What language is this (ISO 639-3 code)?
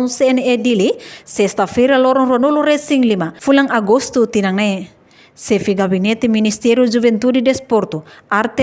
tet